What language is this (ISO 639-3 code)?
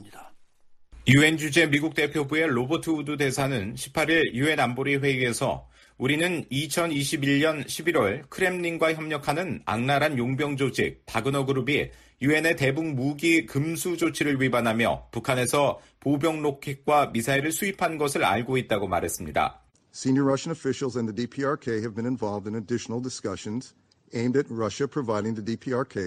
kor